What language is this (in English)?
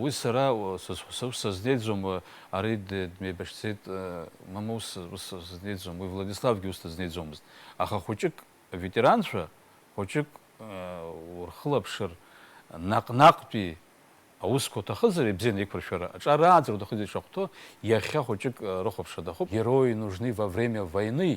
Abkhazian